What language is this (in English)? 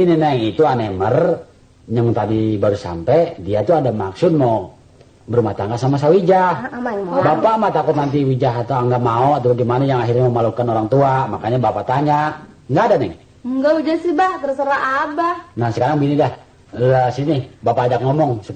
Betawi